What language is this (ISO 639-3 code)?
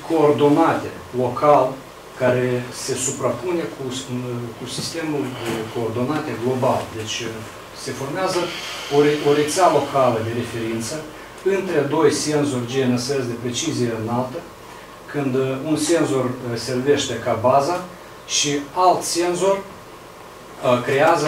ron